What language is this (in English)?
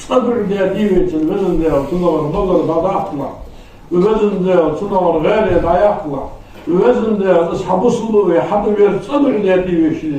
Ingush